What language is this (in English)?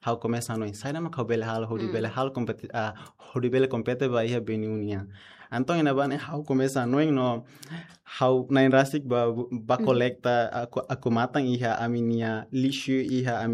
Tetum